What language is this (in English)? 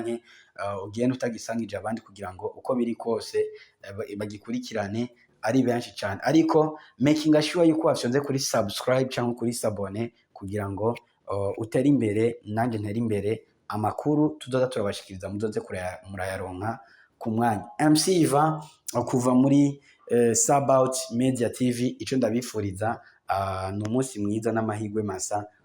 Rundi